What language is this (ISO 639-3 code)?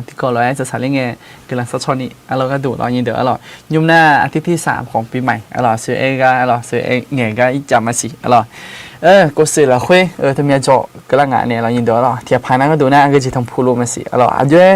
ahk